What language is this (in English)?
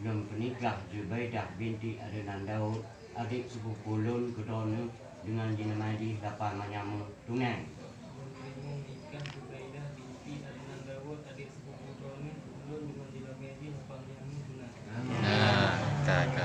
Achinese